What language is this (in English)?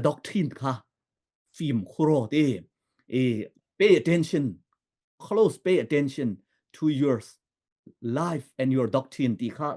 Falam Chin